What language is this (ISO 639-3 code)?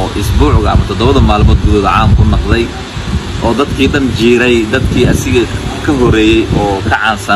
som